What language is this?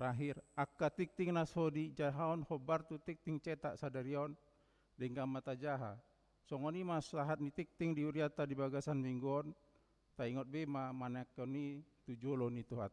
Batak Toba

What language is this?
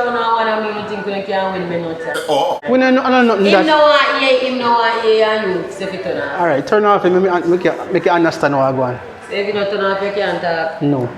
Jamaican Creole English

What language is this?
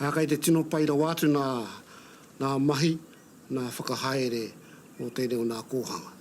Māori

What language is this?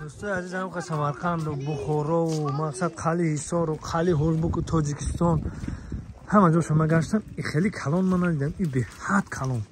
Tajik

